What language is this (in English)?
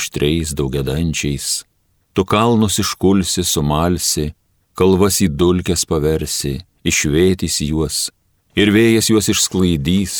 Lithuanian